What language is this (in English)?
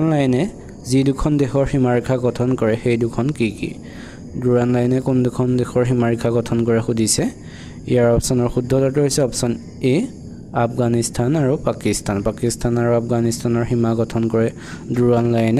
Assamese